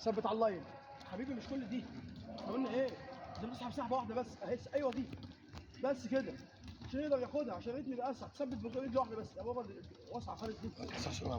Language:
Egyptian Arabic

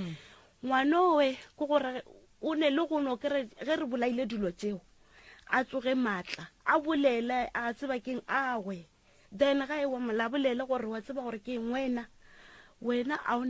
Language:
Northern Sotho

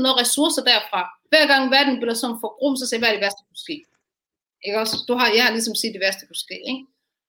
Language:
Danish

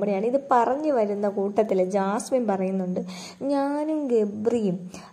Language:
Malayalam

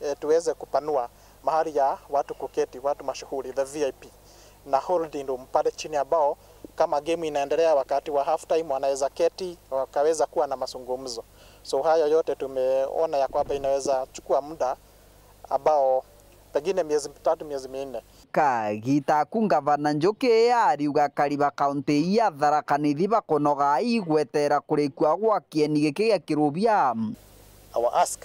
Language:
Meru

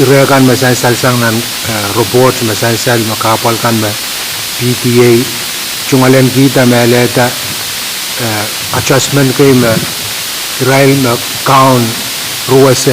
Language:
Pohnpeian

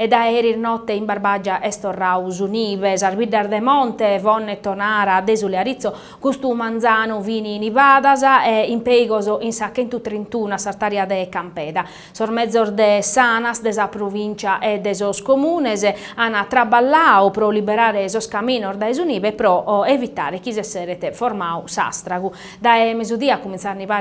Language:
Sardinian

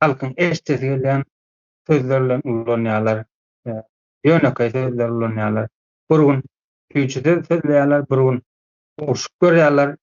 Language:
Turkmen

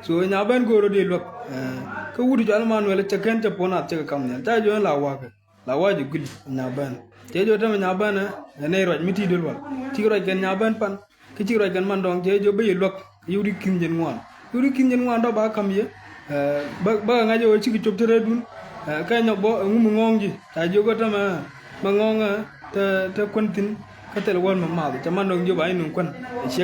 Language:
Nuer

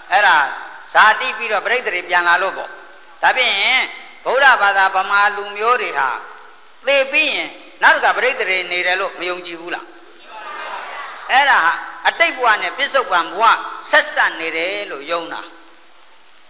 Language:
Burmese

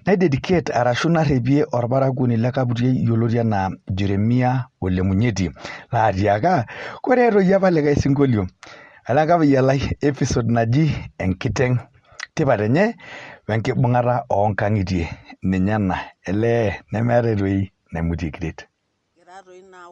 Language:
Masai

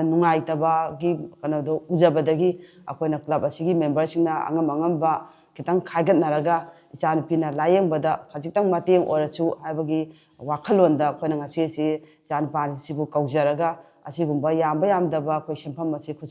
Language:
Manipuri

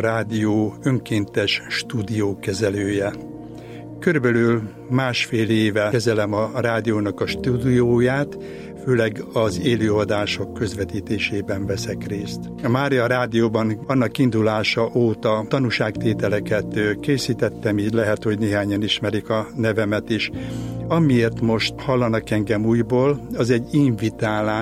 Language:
Hungarian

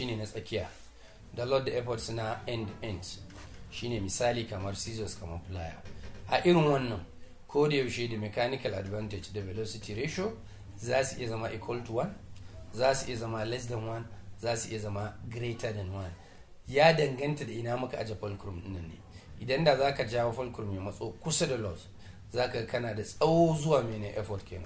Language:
Hausa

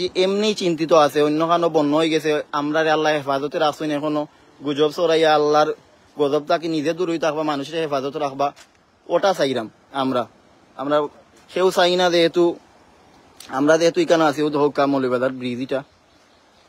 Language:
Sylheti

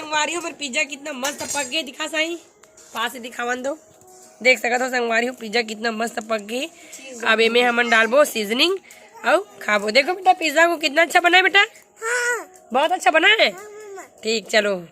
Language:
Chhattisgarhi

